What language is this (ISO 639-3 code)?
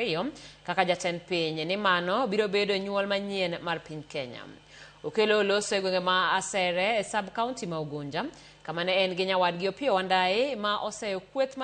luo